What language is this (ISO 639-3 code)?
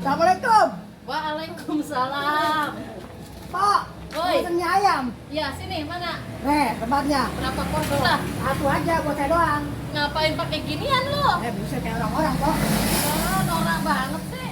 bew